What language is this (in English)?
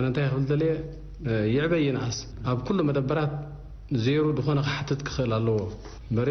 Tigrinya